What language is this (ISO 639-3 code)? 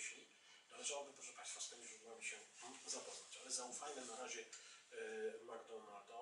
pol